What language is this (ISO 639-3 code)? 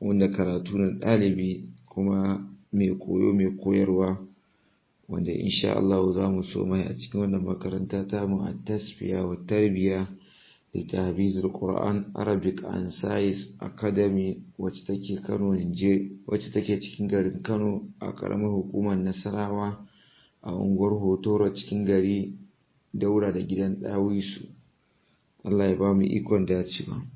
hau